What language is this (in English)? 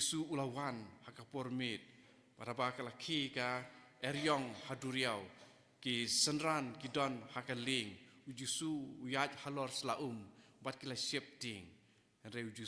Khasi